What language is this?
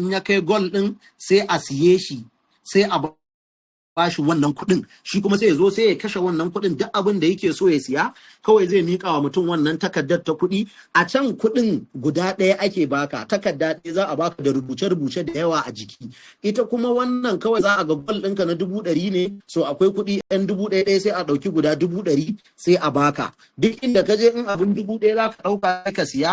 Hausa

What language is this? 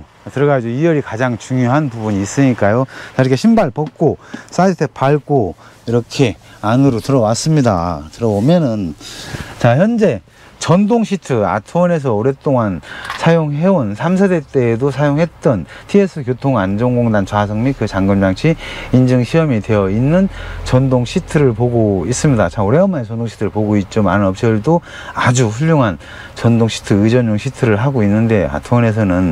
Korean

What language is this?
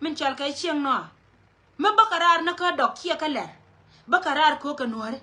Nuer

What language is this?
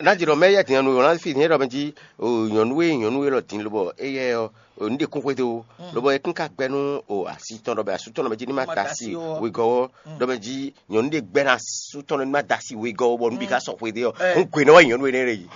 Fon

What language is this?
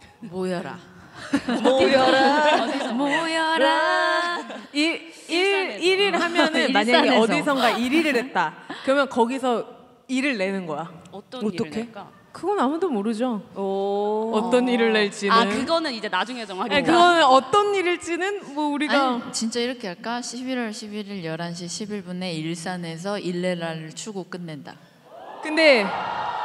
Korean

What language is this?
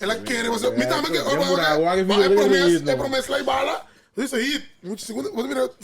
Papiamento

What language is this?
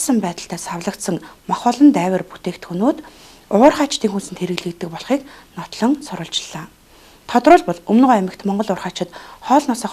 Mongolian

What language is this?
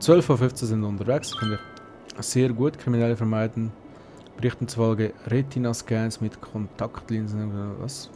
Swiss German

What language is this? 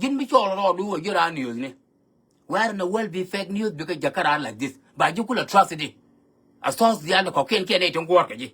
Nuer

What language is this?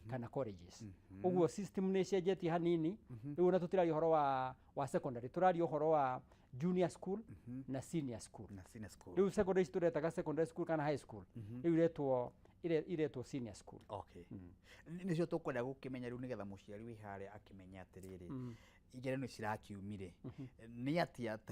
Kikuyu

